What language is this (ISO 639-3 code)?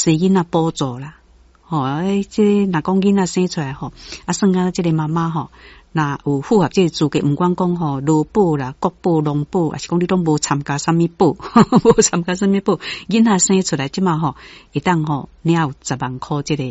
nan